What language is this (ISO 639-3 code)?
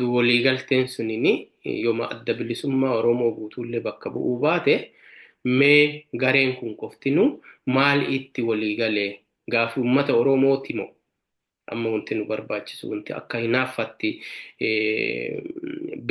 orm